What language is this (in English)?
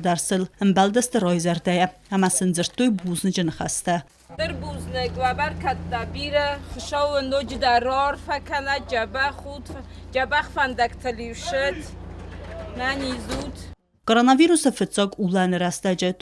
Ossetic